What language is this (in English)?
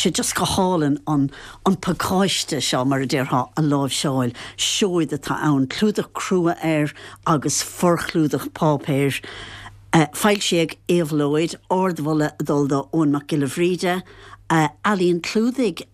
Irish